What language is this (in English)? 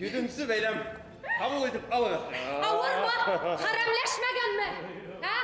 Bashkir